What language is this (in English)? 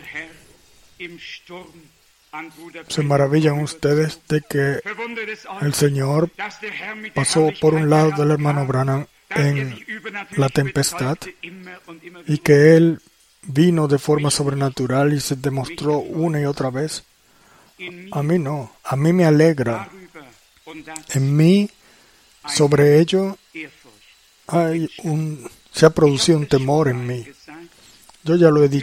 Spanish